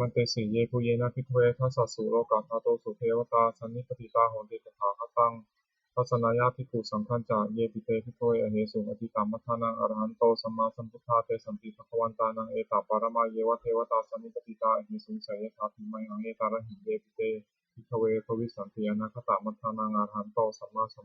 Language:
Pali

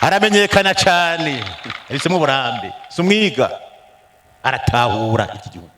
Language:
Rundi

